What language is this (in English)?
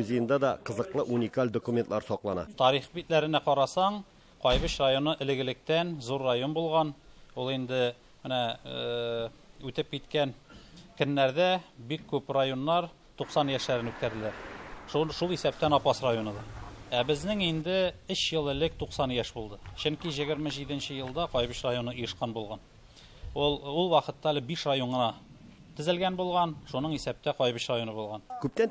Tatar